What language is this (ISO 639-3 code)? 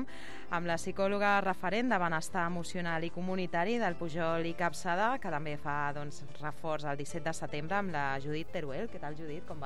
cat